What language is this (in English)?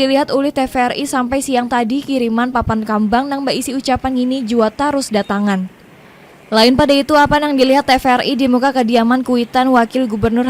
Banjar